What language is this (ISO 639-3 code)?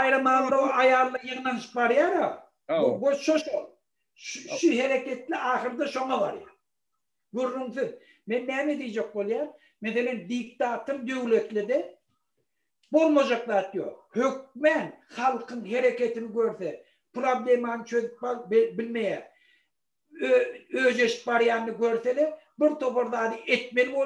tuk